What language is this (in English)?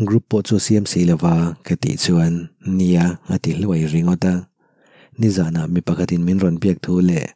Mizo